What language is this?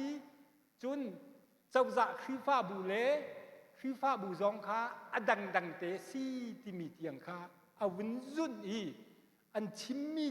Hakha Chin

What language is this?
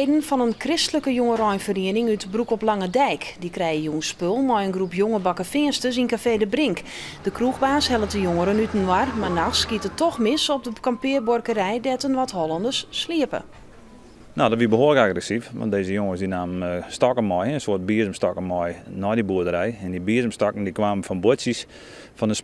Western Frisian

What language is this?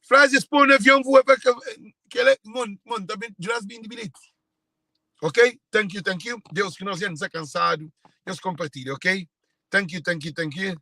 Kabuverdianu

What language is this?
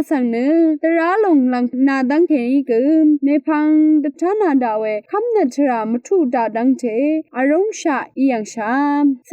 Rawang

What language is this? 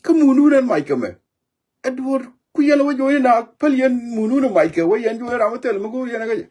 Nuer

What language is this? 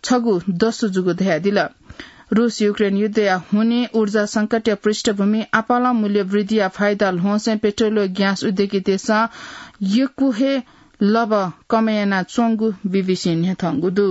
Newari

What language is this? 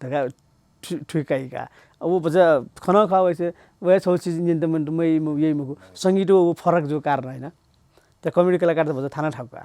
Newari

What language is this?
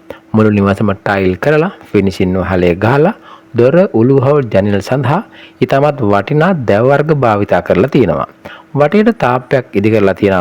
Sinhala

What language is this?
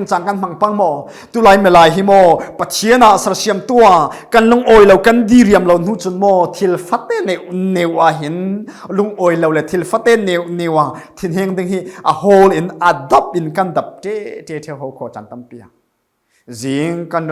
Falam Chin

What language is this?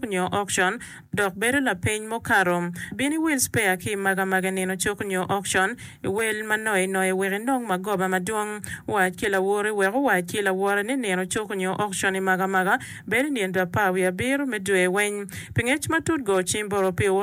Acoli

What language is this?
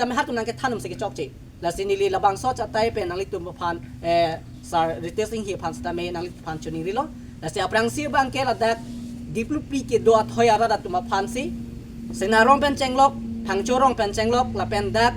Karbi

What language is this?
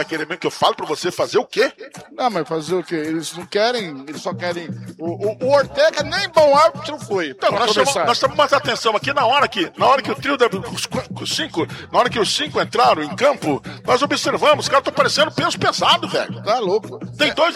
Portuguese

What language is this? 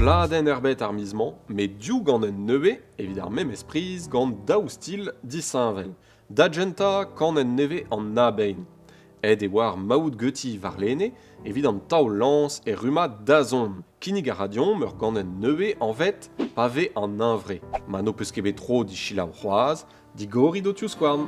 Breton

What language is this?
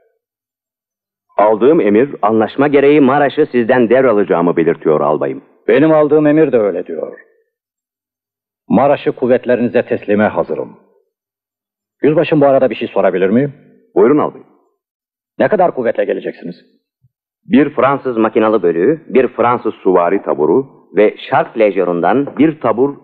Turkish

